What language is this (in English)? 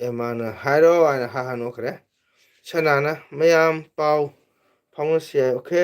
Manipuri